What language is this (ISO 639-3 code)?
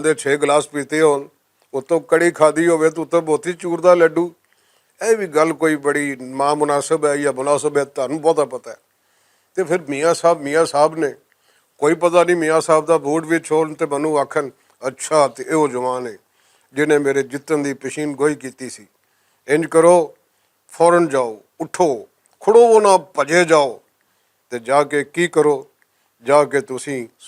lah